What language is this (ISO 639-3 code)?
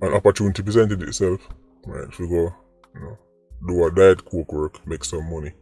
jam